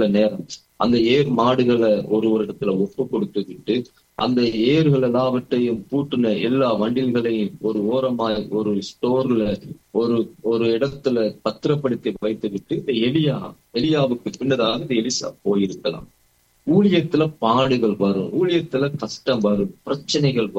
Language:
Tamil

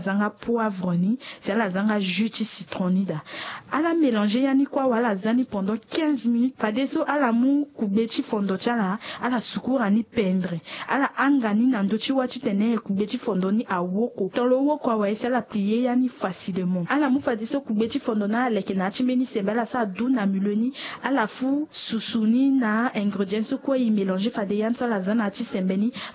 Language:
Sango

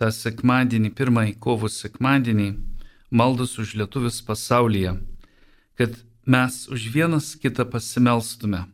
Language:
Lithuanian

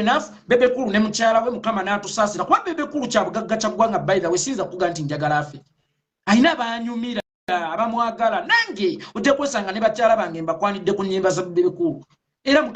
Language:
Ganda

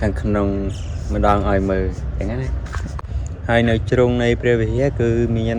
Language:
Khmer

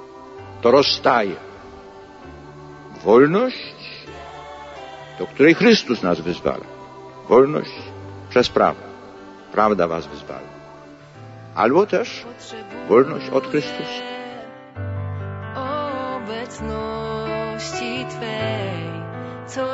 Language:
Polish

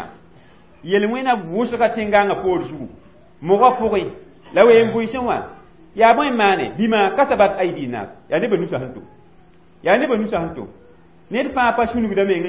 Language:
Mossi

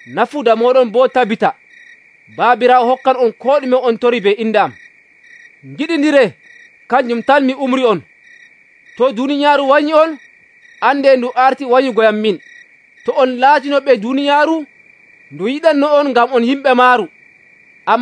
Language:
Nigerian Fulfulde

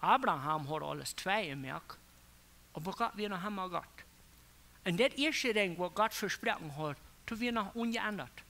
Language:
Plautdietsch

